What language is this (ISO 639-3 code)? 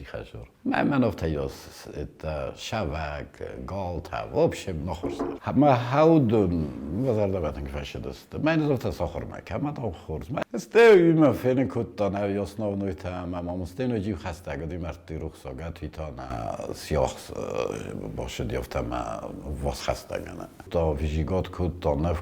oss